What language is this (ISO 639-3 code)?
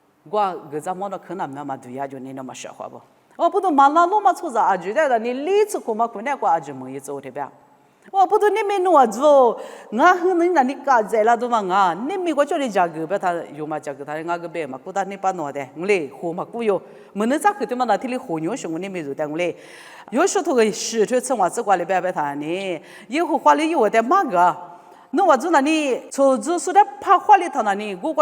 lis